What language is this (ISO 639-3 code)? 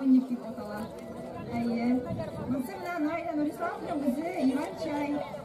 bak